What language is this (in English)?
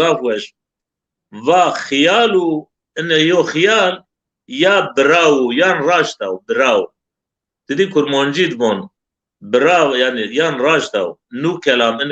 Zaza